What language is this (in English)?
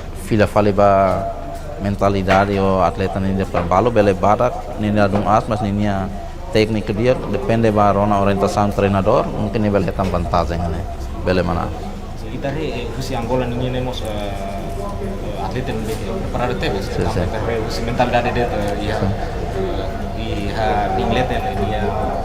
Tetum